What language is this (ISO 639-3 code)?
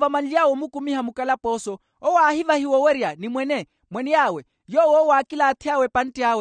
vmw